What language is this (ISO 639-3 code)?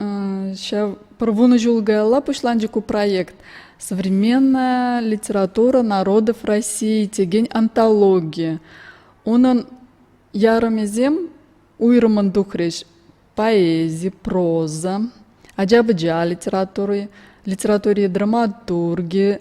chv